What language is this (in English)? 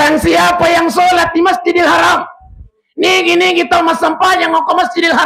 Buginese